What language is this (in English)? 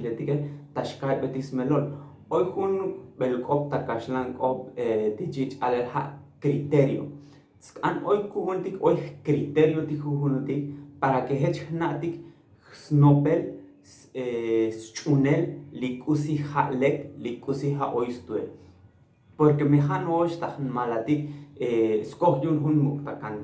Tzotzil